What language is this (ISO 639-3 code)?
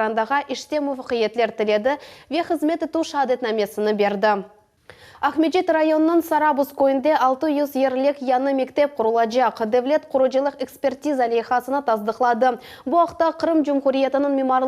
crh